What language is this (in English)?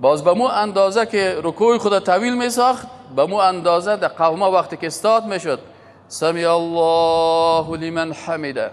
Persian